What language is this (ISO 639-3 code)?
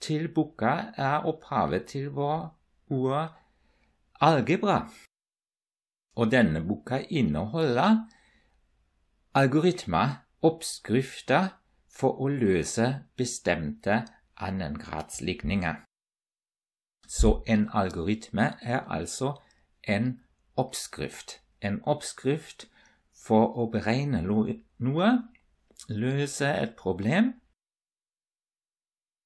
nor